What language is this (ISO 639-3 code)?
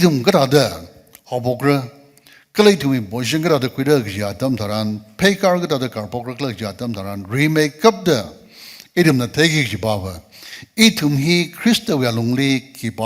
nmf